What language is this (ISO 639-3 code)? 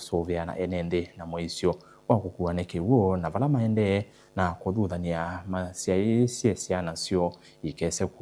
kam